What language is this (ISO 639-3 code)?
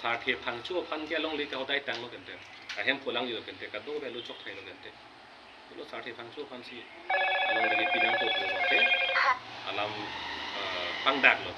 mjw